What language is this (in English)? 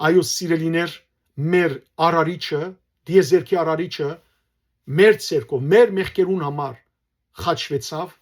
Western Armenian